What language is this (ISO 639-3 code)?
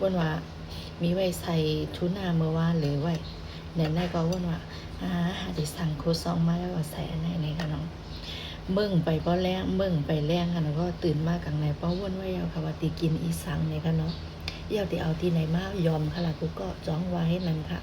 shn